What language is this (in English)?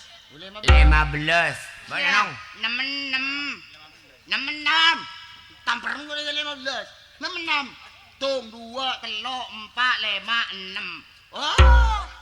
Madurese